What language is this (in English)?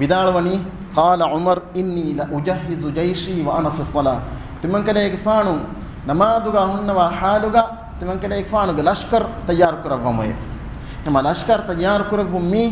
Divehi